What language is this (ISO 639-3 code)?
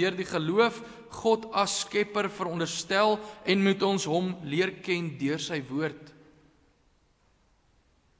afr